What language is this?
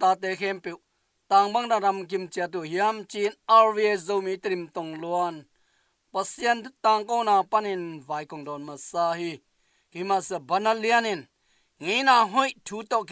Tedim Chin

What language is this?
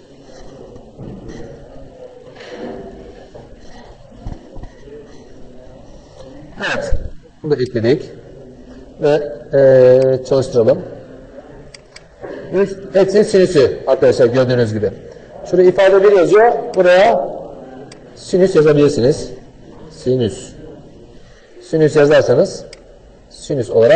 Turkish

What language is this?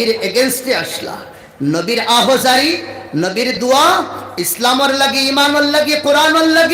Sylheti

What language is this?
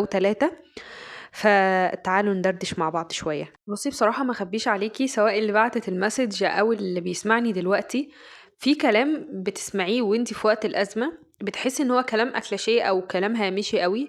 Egyptian Arabic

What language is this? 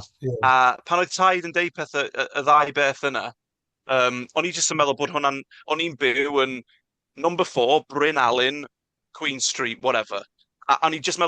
Welsh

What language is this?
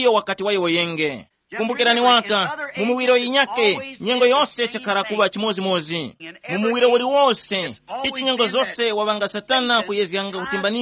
Tumbuka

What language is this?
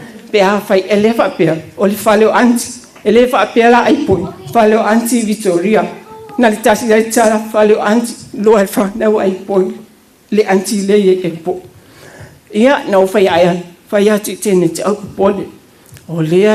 Samoan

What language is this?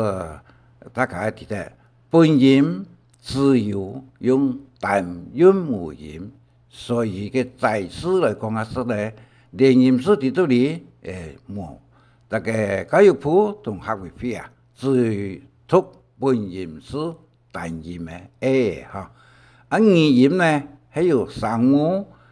Hakka Chinese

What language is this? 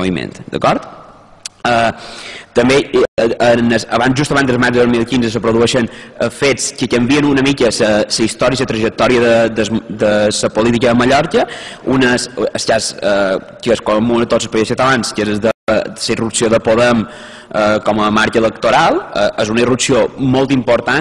Catalan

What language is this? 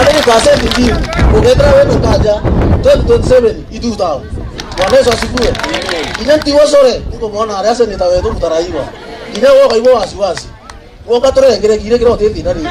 Meru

